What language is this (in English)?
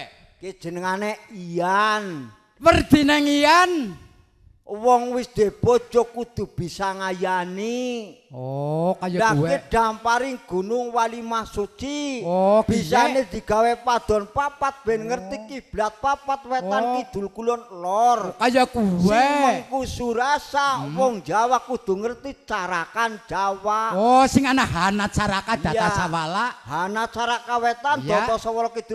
Javanese